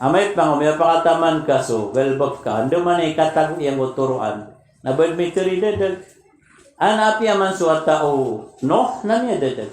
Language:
Maranao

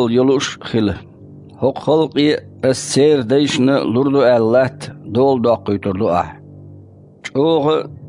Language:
Chechen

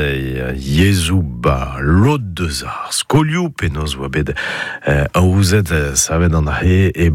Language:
Breton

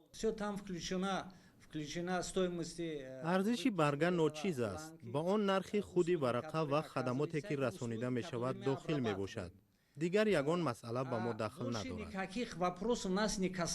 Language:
Tajik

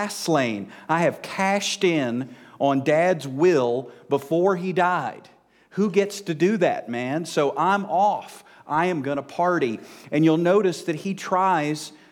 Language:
English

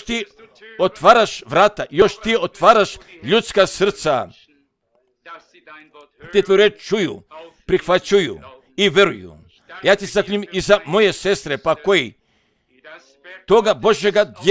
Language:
Croatian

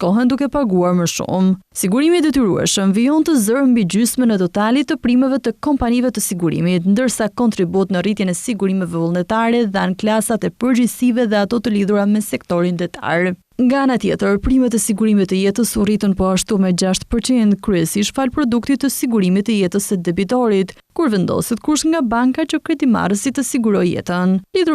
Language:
Albanian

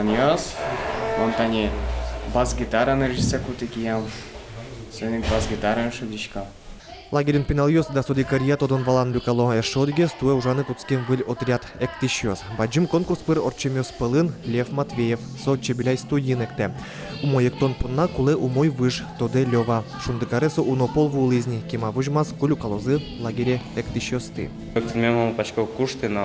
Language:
Udmurt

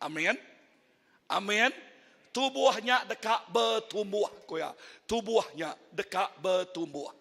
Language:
Iban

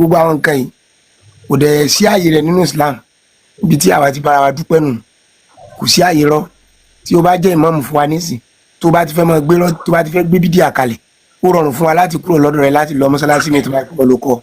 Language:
Yoruba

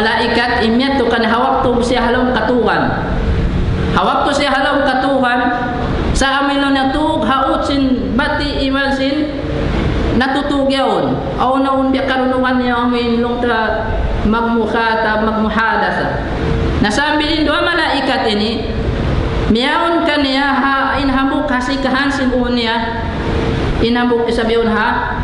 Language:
Tausug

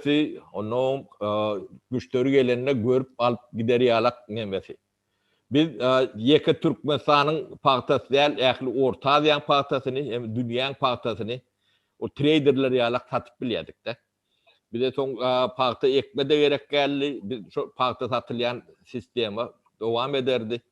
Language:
Turkmen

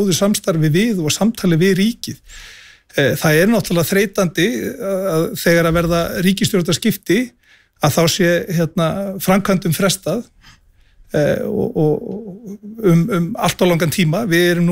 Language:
Icelandic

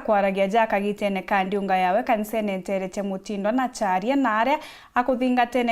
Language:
Meru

